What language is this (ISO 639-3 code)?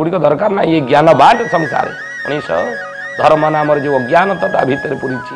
ori